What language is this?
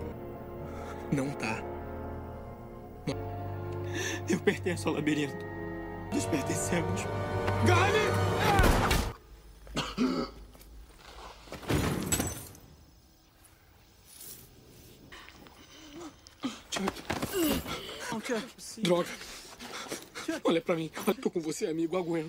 Portuguese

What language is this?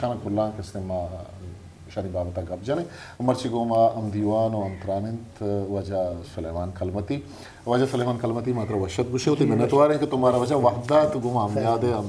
Eastern Balochi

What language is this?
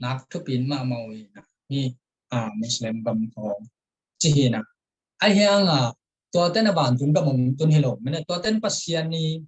Tedim Chin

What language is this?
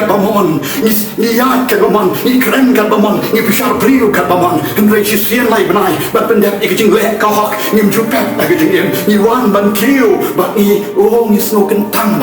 Khasi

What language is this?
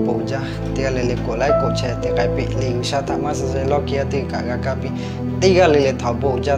Lahu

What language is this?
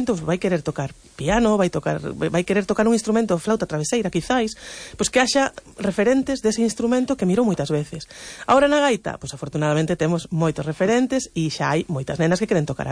Galician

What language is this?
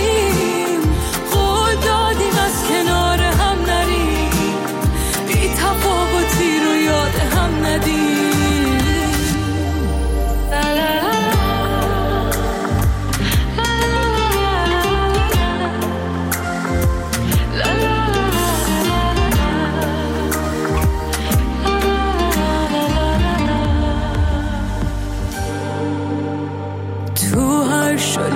Persian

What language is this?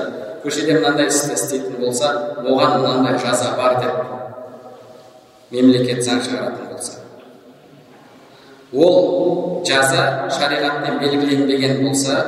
Kazakh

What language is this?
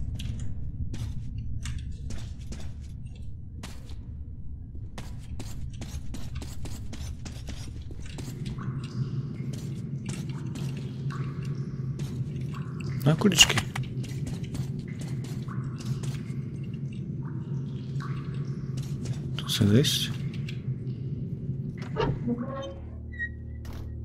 Slovak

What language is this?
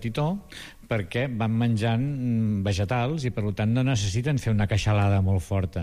Catalan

